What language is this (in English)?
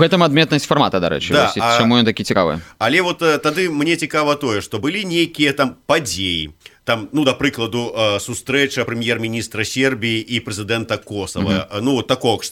Belarusian